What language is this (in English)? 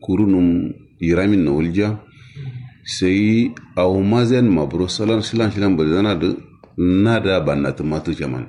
Kanuri